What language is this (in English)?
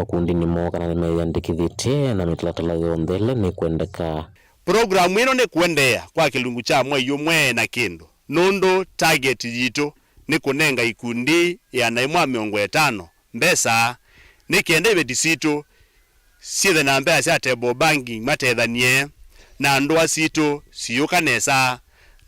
Kamba